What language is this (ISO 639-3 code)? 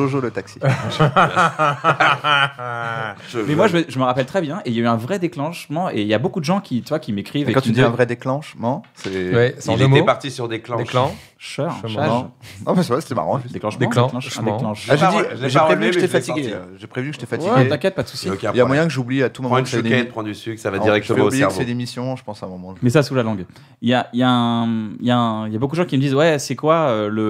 fra